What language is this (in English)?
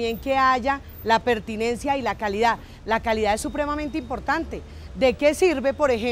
Spanish